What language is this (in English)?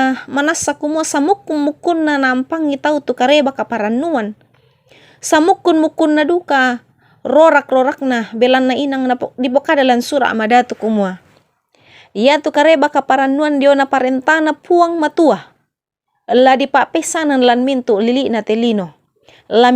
Toraja-Sa'dan